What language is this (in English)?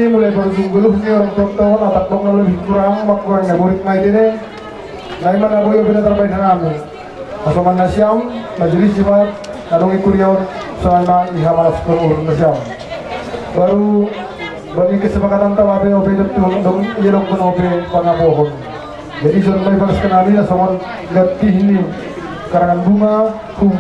Batak Simalungun